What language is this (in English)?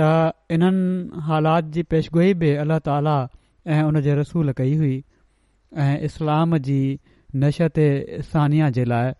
Sindhi